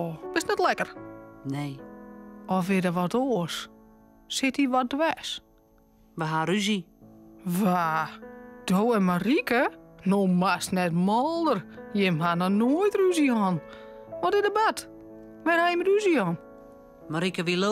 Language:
Western Frisian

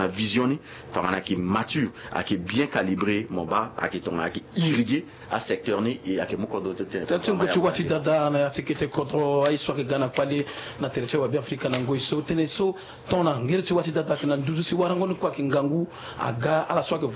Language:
Sango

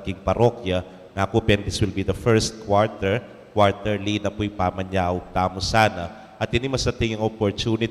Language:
Pampanga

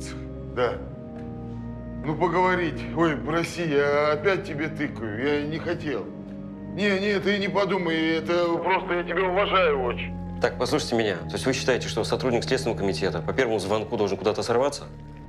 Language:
Russian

